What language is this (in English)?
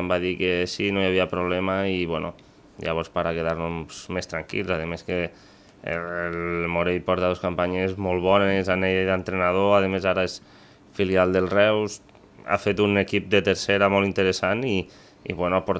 Catalan